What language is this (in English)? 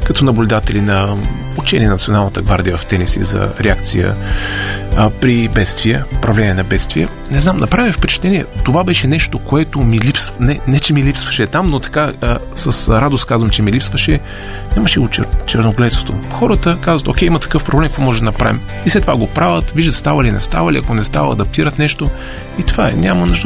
Bulgarian